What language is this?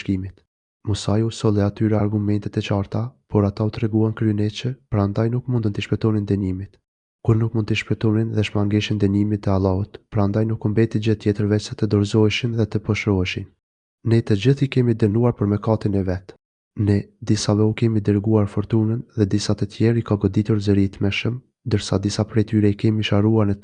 Albanian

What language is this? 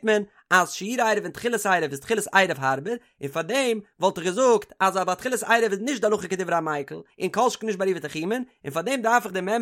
Yiddish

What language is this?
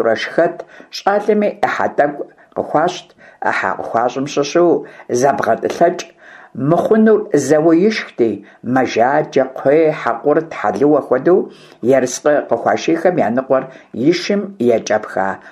Kabardian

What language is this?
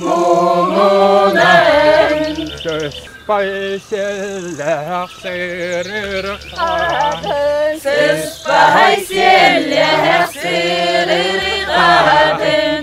Yakut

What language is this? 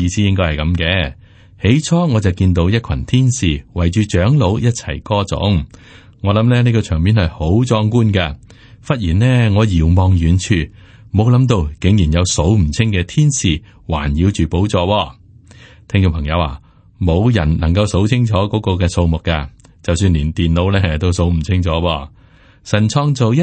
Cantonese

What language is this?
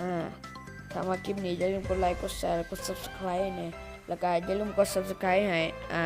Lao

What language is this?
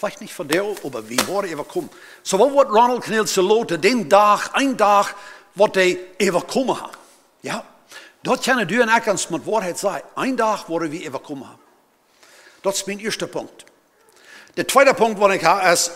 Plautdietsch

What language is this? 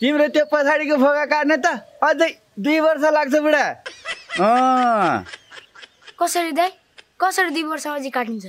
Nepali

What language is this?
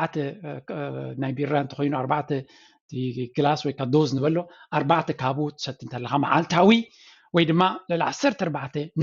Tigrinya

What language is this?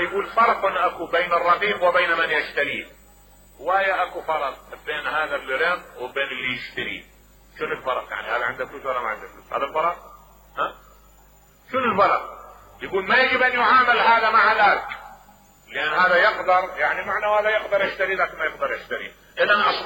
Mesopotamian Arabic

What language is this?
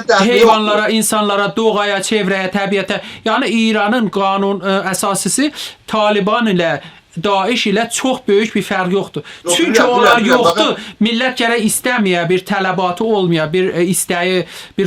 South Azerbaijani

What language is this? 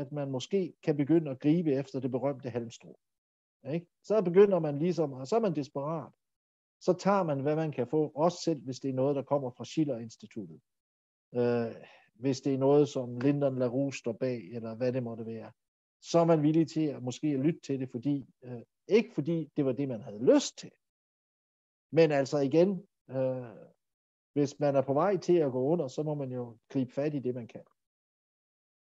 Danish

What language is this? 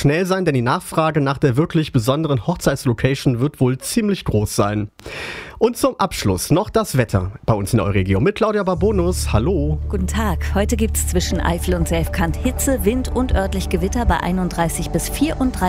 German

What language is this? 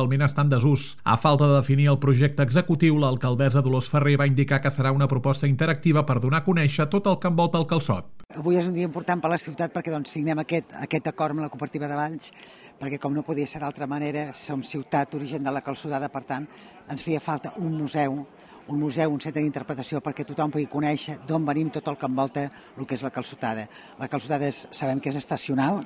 Catalan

